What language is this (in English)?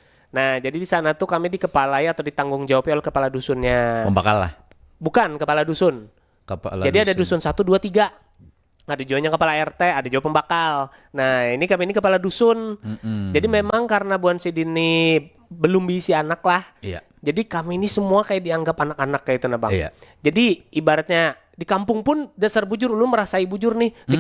Banjar